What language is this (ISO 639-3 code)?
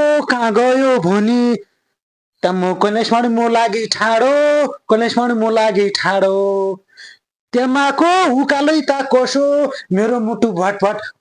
nep